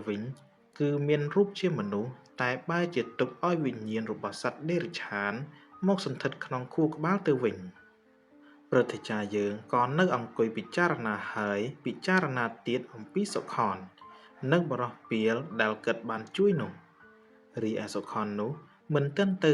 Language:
Khmer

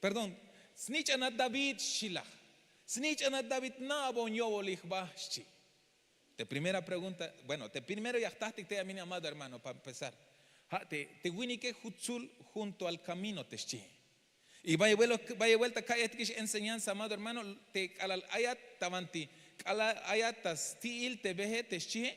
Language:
Tzeltal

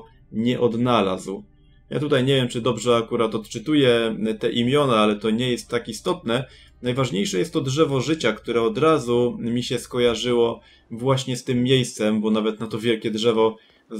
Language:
Polish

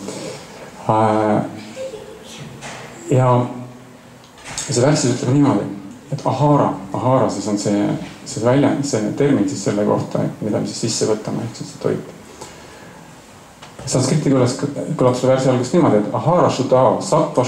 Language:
Estonian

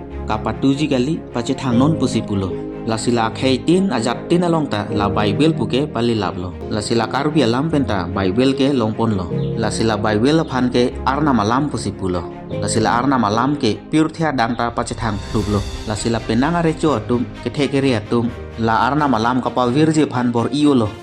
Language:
Karbi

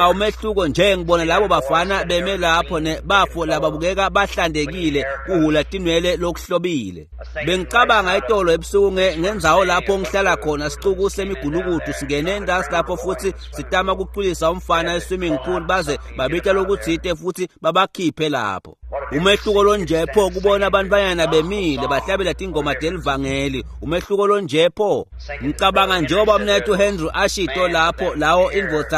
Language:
Swati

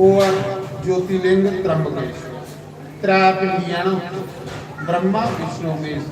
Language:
Dogri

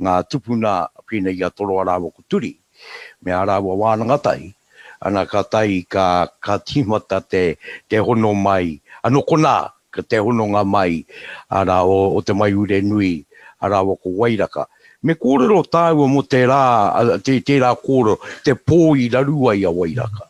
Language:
Māori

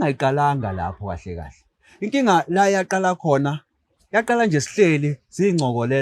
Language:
Zulu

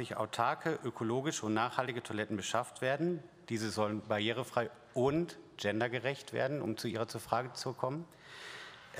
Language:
German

